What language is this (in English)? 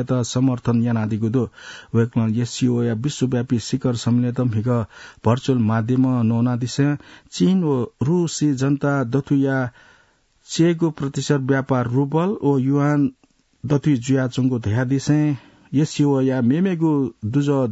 Newari